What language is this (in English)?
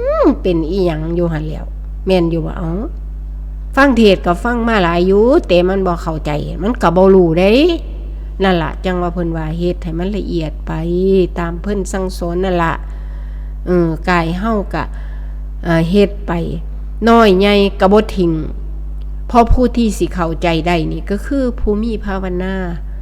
Northeastern Thai